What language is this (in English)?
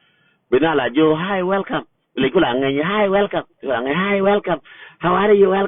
Nuer